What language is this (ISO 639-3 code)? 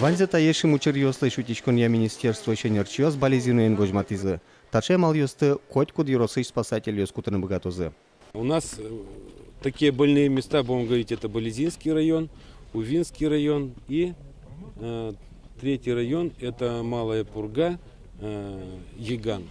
udm